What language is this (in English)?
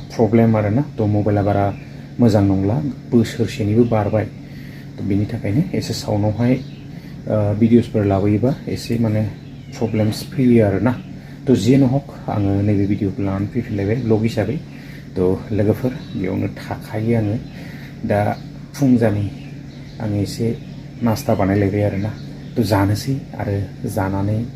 Bodo